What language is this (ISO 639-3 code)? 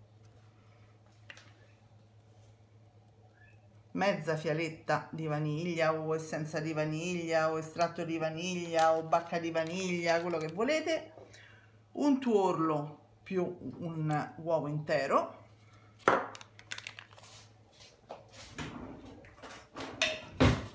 ita